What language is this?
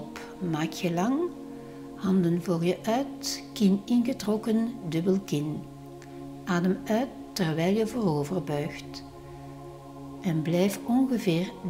Dutch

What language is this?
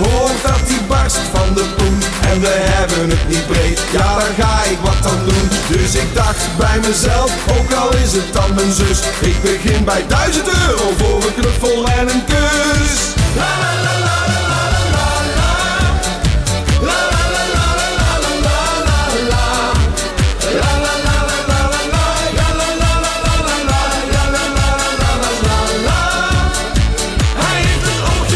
Dutch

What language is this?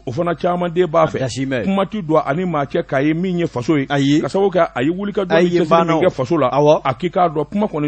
Bambara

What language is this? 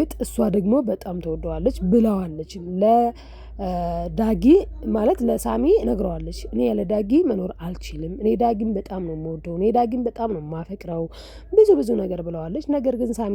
Amharic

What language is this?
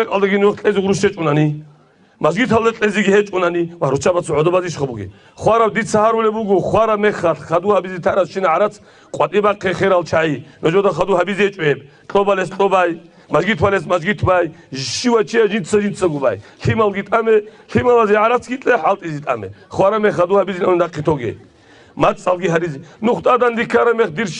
Avaric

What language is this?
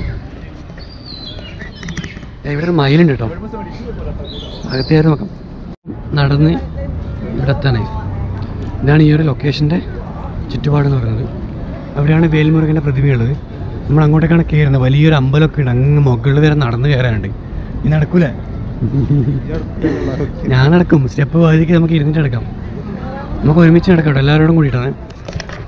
Malayalam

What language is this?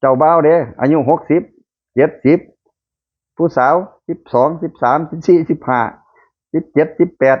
Lao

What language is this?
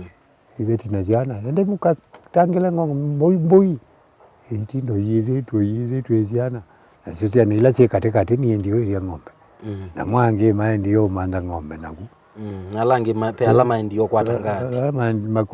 Kamba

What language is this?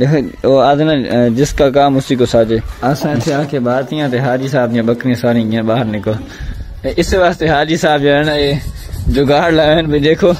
Saraiki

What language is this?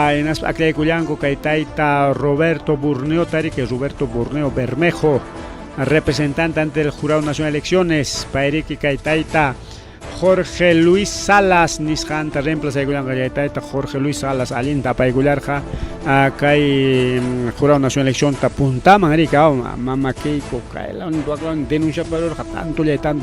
Ayacucho Quechua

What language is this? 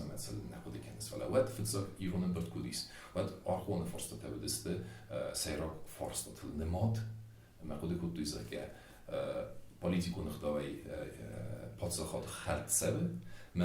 Ossetic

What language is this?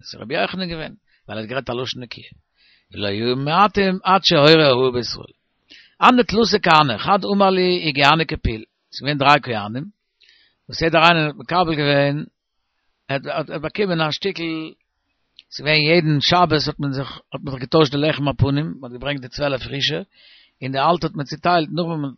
Yiddish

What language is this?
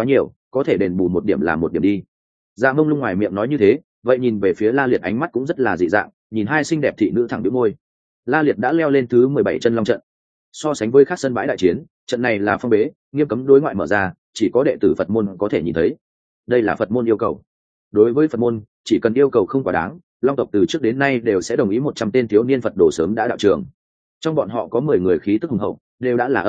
Vietnamese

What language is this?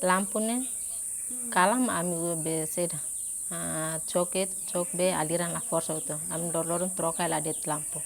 Tetum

